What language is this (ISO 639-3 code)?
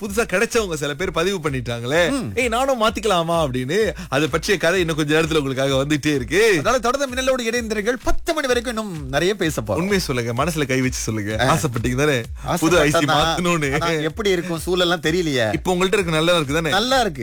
tam